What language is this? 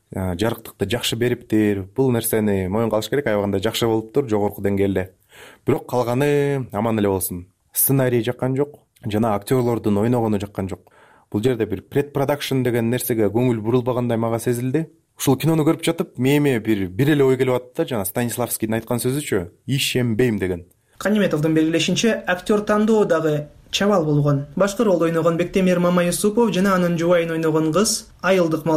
Kyrgyz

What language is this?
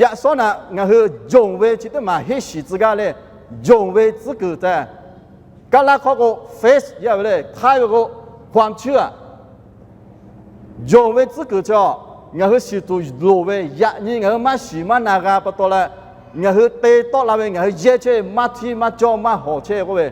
Lahu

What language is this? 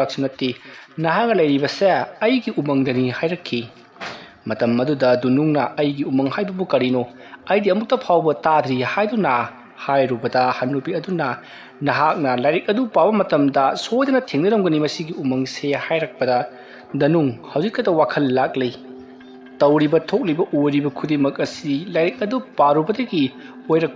Manipuri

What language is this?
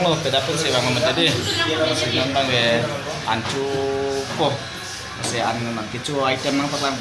Karbi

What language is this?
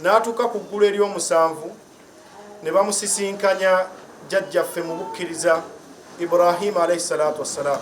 Ganda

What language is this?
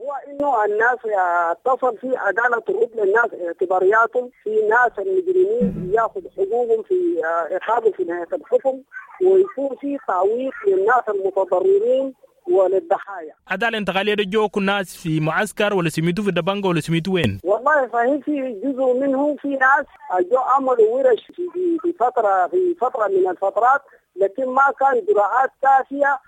Sudanese Arabic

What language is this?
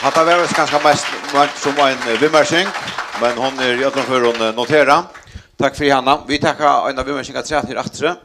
Faroese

